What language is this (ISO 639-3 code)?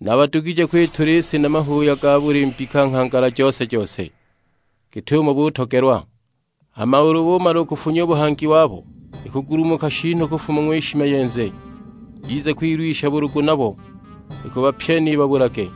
suk